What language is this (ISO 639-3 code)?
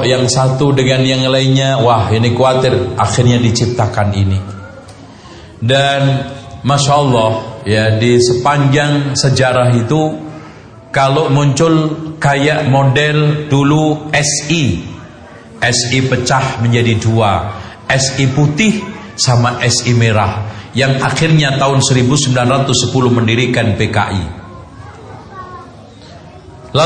ind